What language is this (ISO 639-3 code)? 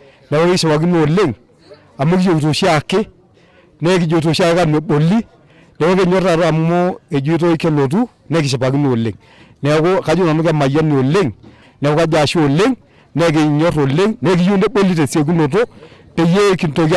mas